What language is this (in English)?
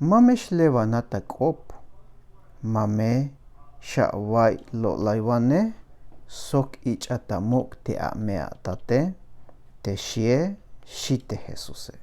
Tzeltal